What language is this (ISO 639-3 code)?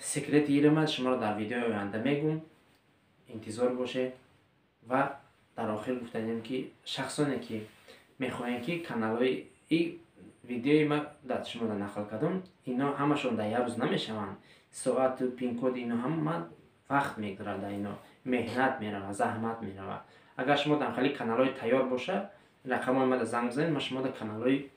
tgk